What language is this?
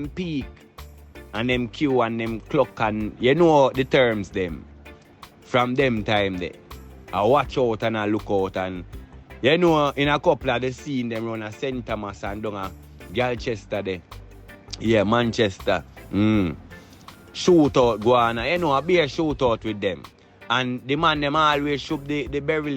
Jamaican Creole English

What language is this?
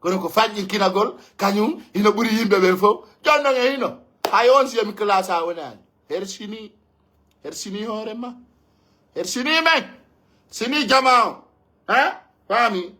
Pular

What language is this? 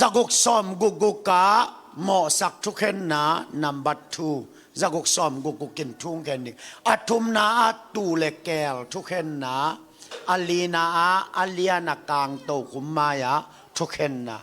Tedim Chin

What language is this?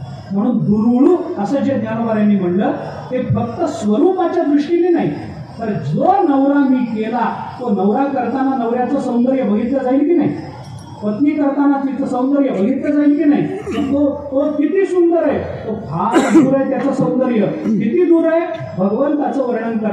Marathi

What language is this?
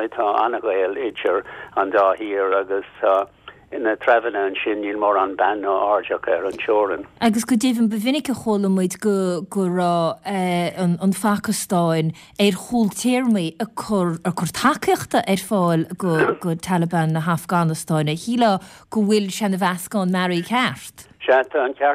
Irish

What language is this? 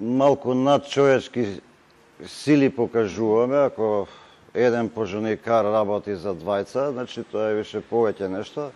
Macedonian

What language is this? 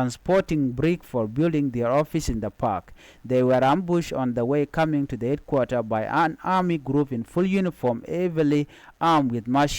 Nuer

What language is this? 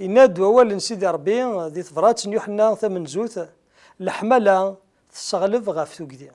Kabyle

